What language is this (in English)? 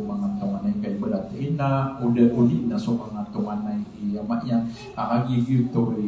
Maranao